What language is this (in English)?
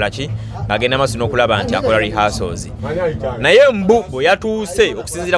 Ganda